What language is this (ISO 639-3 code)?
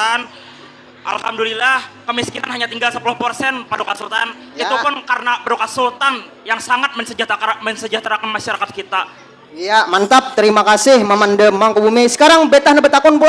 bjn